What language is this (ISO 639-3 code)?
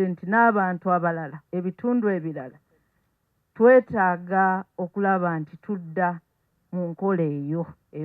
lug